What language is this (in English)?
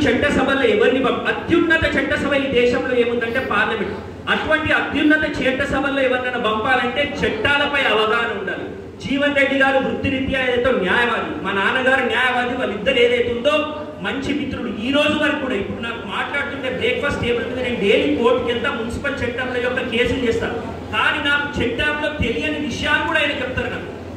Telugu